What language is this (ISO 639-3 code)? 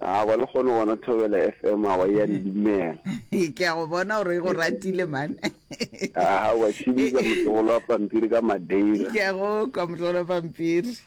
nso